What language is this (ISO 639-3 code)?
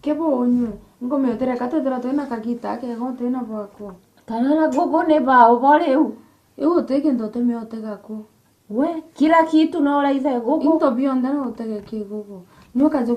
mer